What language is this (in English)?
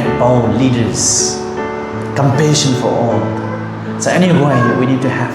Rongmei Naga